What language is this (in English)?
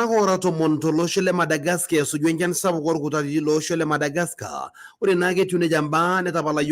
Masai